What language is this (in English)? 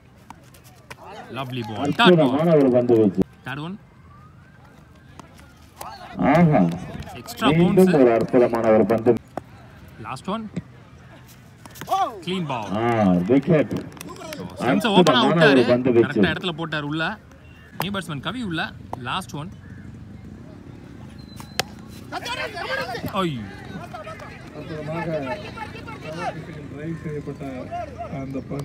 Tamil